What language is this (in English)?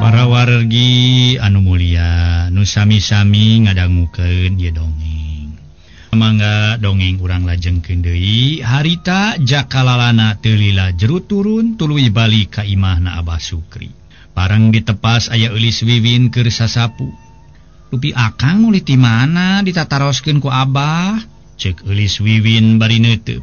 Sundanese